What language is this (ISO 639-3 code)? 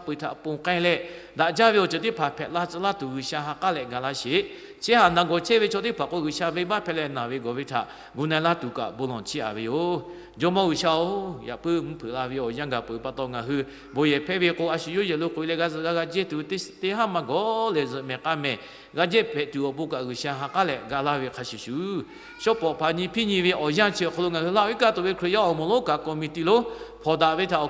lhu